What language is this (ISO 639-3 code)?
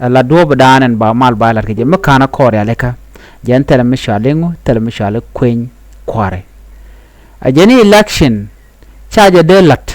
nus